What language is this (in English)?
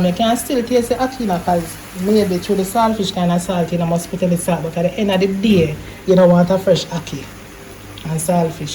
Jamaican Creole English